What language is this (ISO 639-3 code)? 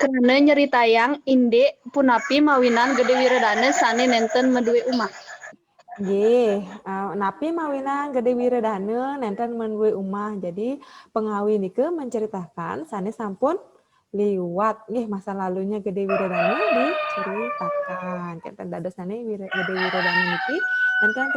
ban